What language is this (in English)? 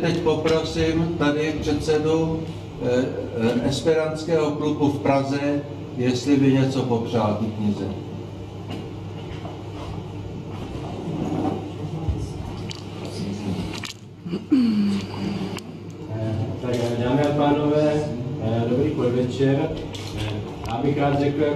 Czech